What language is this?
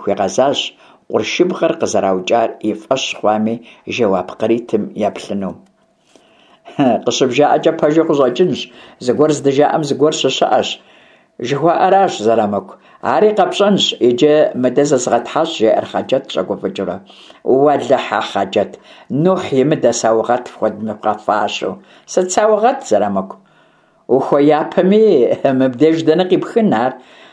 Kabardian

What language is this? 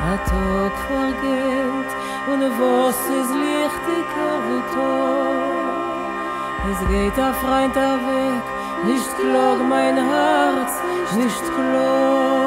Yiddish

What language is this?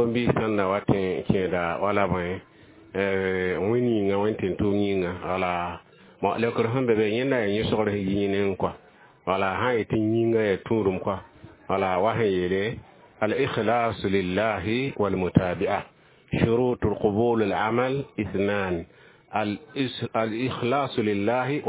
Mossi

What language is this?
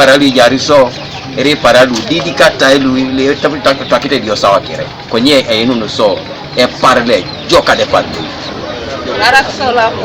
Teso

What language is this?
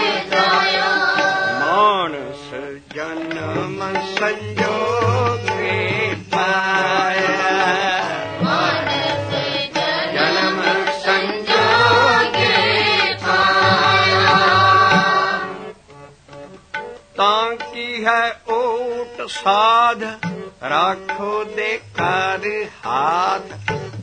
Punjabi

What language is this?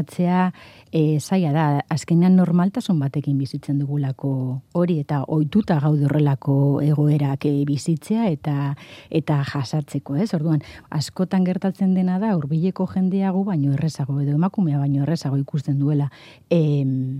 Basque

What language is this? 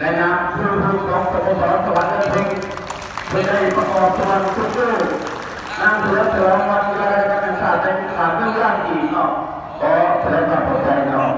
Lao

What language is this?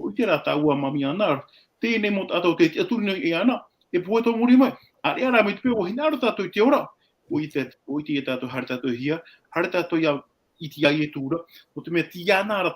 Tahitian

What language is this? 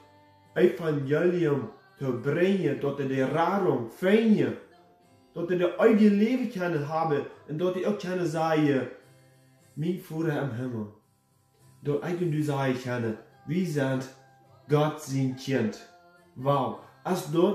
Plautdietsch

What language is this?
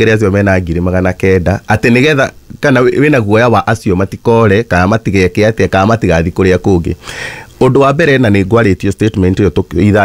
Kikuyu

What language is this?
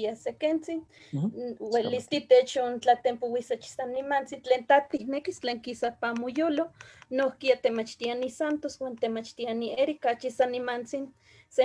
Eastern Huasteca Nahuatl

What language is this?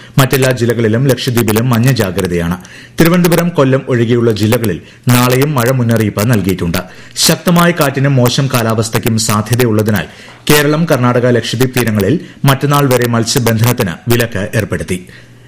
Malayalam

